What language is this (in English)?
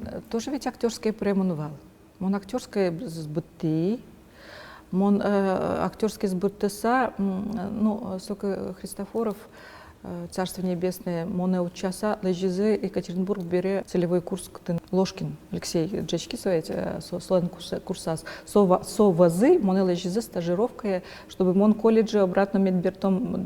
Udmurt